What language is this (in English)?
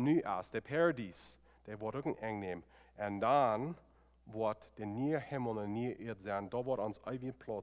Plautdietsch